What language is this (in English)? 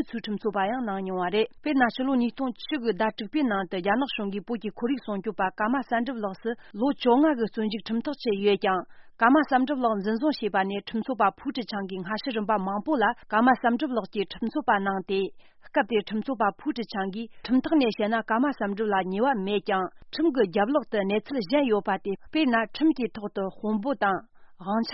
Tibetan